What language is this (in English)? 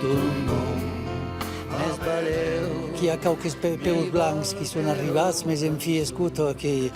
Occitan